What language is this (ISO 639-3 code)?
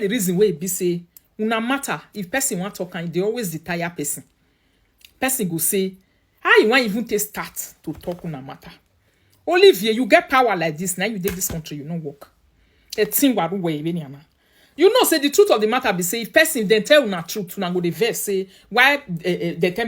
pcm